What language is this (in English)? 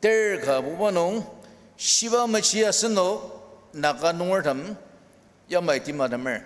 Ao Naga